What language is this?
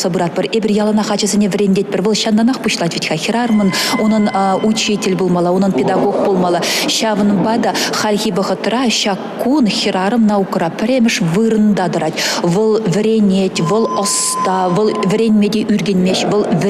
Chuvash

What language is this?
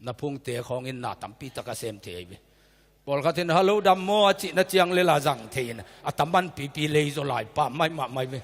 Tedim Chin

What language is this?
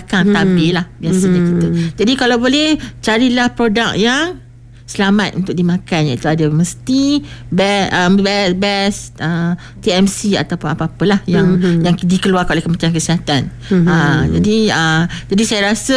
Malay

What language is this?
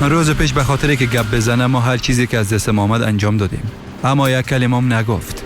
Persian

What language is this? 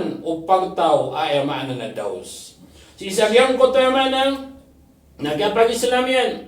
Maranao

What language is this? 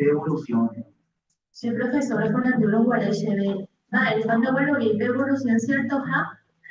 Guarani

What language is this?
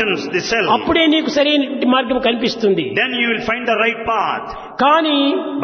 Telugu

